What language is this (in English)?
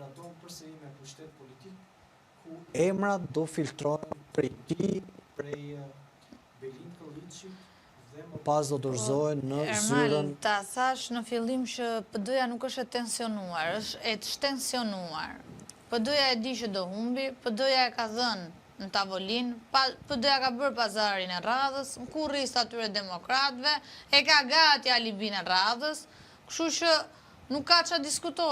Albanian